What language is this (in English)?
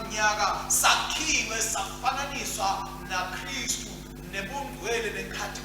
Swati